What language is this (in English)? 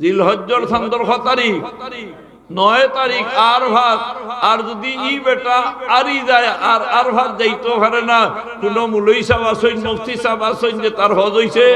Sylheti